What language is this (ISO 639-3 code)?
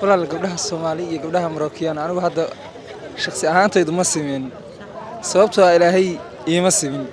som